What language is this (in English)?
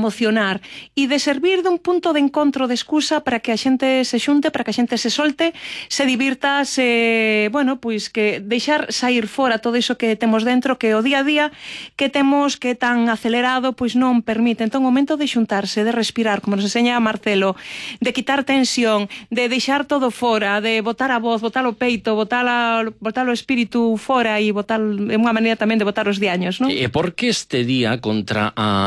Galician